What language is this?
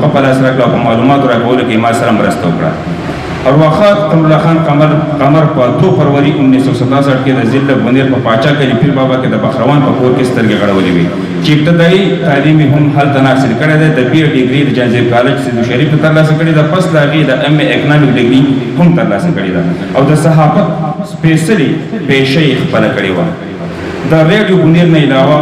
Pashto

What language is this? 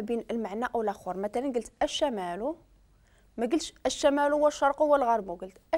Moroccan Arabic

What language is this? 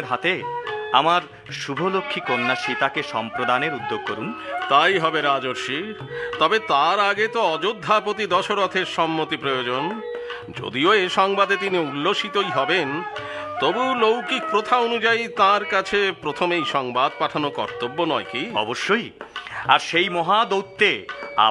Bangla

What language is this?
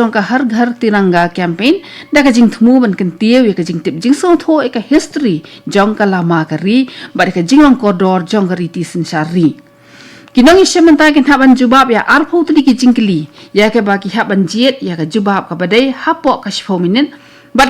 Khasi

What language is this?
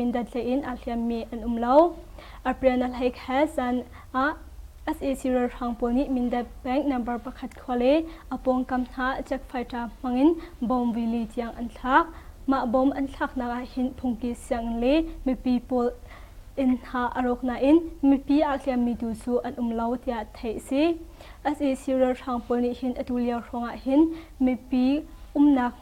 Hakha Chin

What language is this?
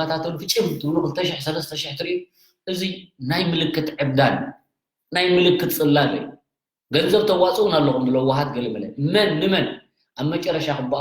Tigrinya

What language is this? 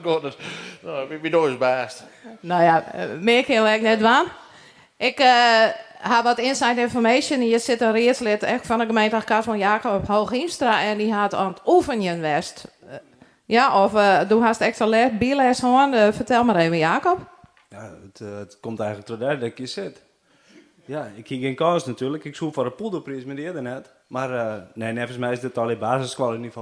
Western Frisian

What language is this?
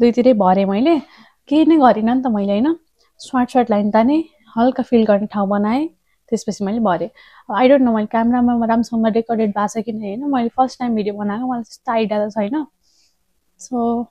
Nepali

